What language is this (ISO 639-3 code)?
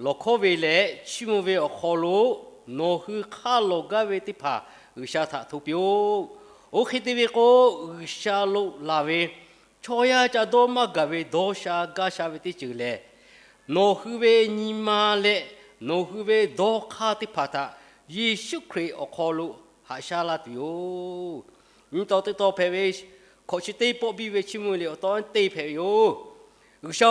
lhu